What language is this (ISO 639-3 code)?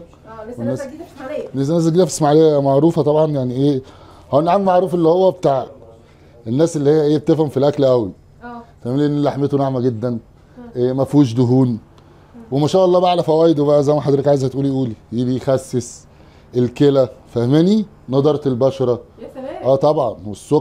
arz